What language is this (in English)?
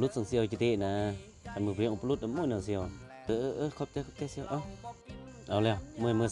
Lao